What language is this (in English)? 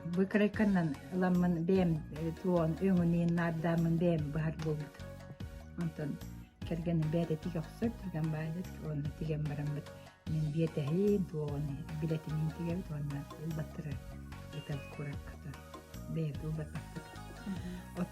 Yakut